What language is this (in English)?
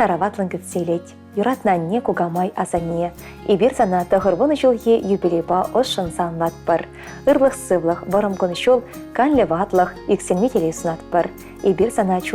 Chuvash